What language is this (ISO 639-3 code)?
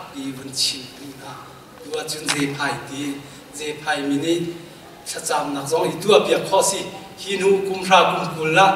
cnh